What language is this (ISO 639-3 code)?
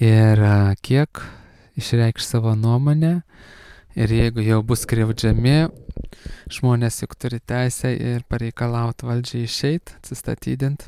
lit